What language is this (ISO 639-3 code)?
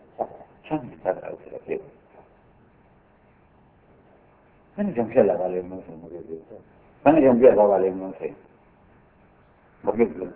mya